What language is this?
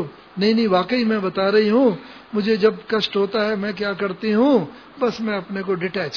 Hindi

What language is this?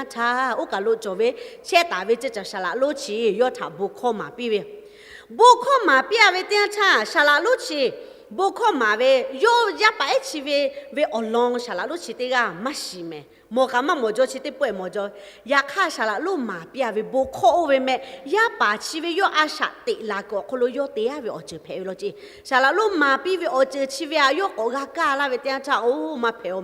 Lahu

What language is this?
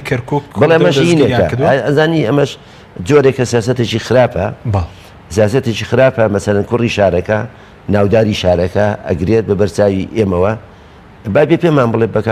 Central Kurdish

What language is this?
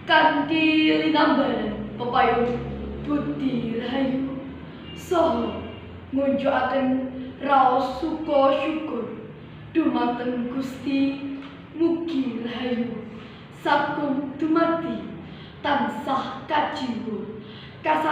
Javanese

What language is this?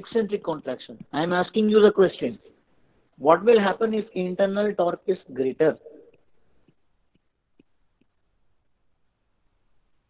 English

